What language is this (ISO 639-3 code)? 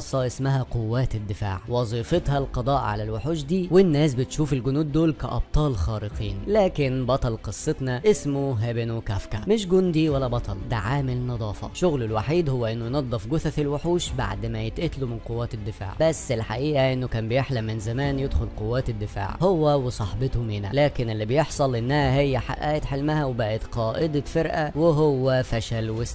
arz